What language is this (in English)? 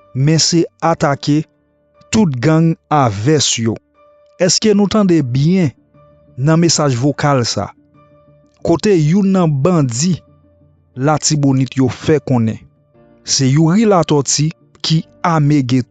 Haitian Creole